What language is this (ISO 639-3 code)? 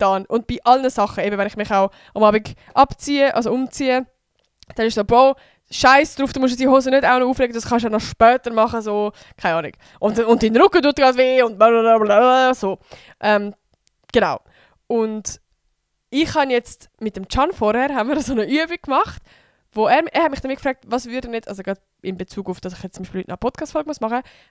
gsw